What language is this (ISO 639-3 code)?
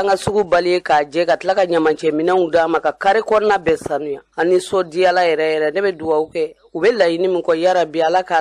bam